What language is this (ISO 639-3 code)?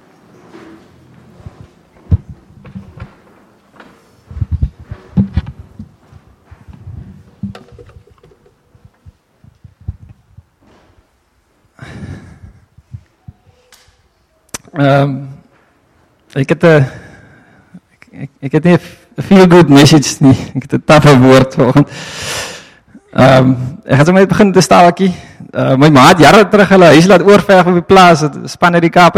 afr